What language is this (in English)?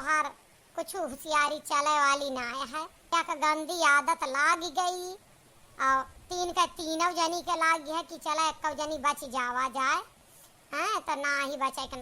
Awadhi